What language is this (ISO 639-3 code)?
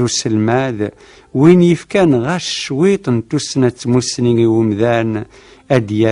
kab